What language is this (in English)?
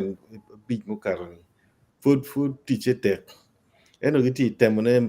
Acoli